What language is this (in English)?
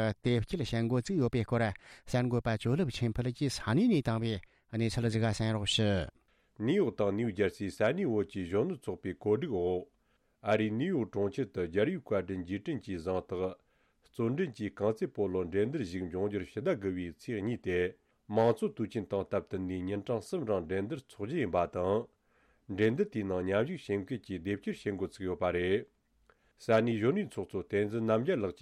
Tibetan